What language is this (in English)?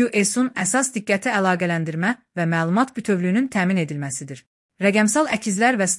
Azerbaijani